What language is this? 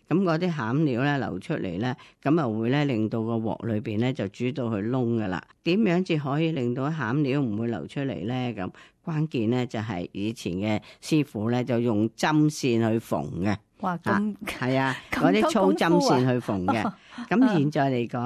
Cantonese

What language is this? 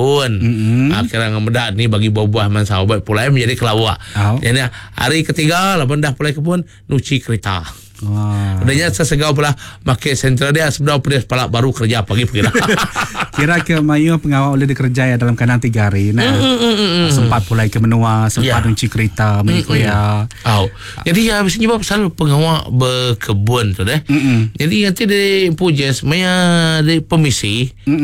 Iban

